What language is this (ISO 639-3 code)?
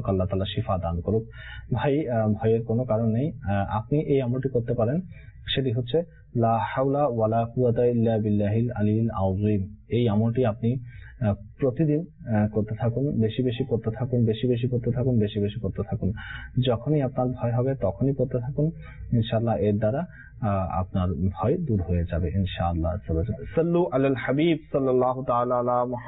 ben